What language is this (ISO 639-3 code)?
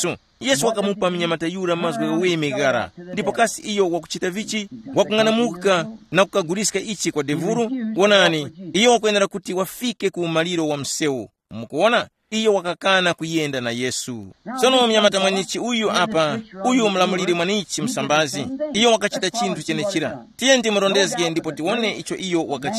tum